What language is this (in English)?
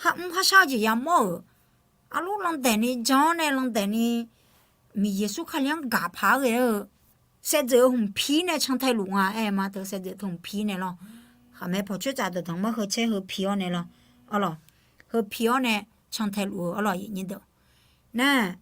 Akha